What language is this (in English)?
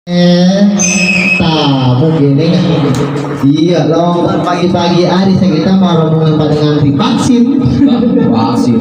Betawi